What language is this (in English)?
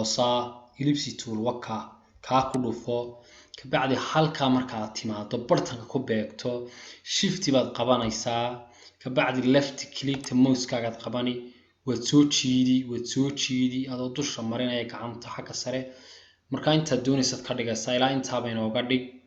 Somali